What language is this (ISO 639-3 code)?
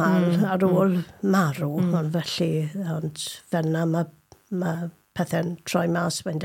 cym